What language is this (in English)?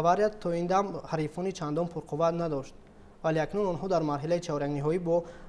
Tajik